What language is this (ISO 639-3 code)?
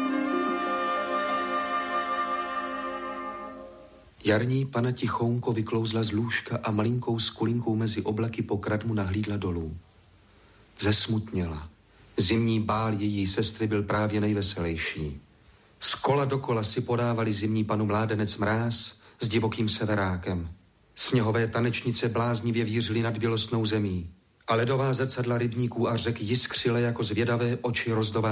ces